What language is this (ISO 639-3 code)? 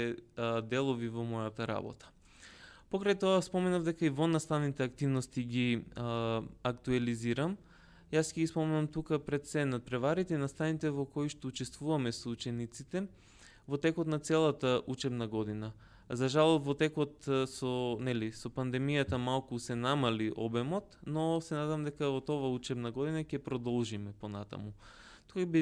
mkd